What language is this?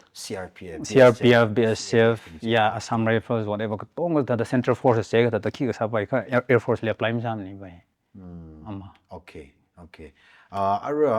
Tangkhul Naga (India)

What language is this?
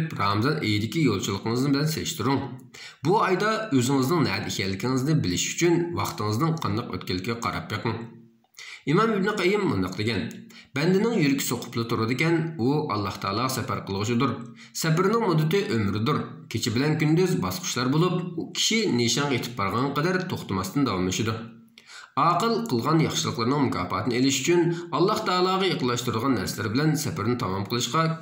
Uyghur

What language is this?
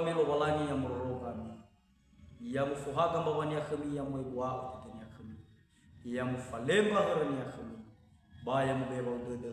Nias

